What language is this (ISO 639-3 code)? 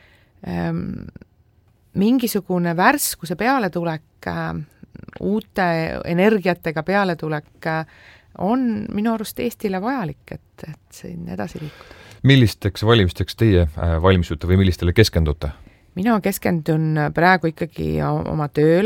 est